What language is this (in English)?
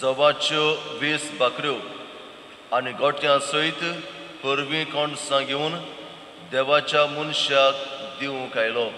Konkani